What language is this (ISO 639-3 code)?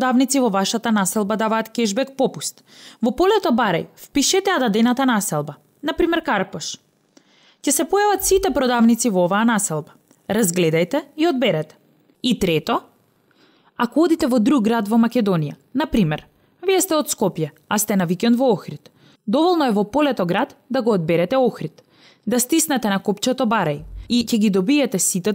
mkd